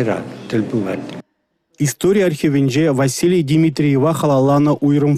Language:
Chuvash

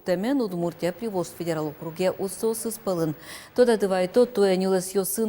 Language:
Udmurt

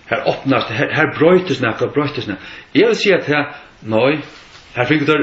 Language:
Faroese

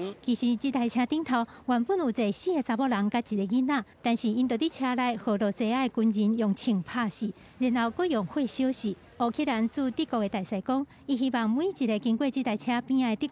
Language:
Min Nan Chinese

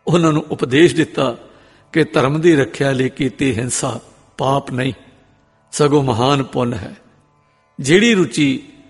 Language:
Punjabi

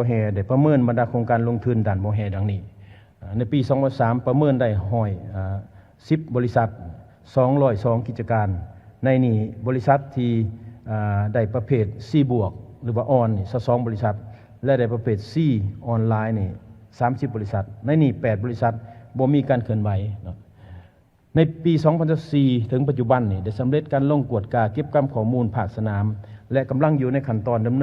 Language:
Lao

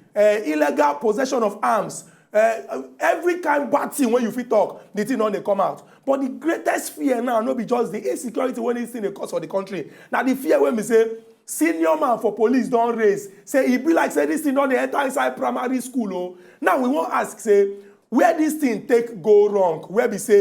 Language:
Nigerian Pidgin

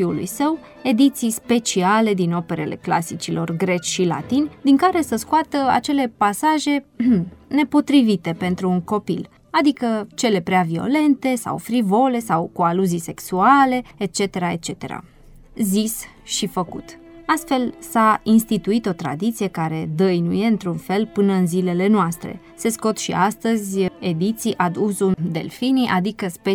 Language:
Romanian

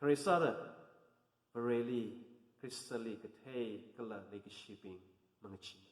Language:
Tangkhul Naga (India)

